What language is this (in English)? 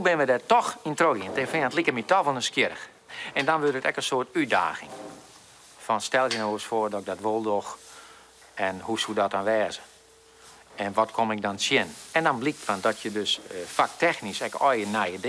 Western Frisian